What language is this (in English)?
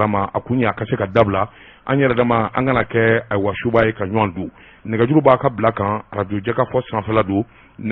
Bambara